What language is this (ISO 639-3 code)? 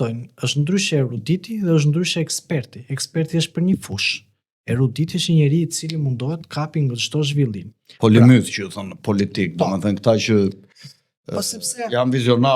sqi